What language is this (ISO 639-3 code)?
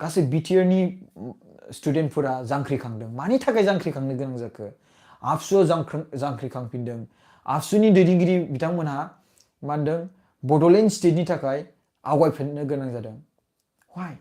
brx